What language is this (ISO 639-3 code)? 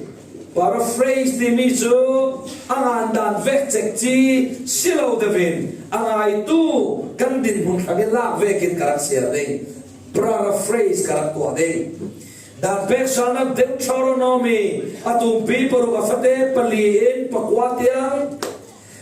cfm